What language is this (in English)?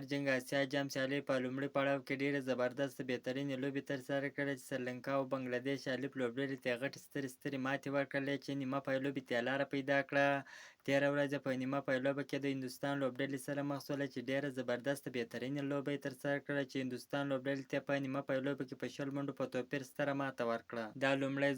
Pashto